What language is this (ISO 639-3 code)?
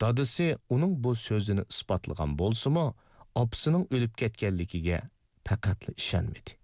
uig